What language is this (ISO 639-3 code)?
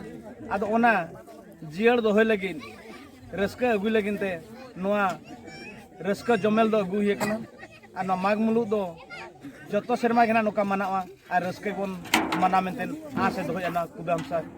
sat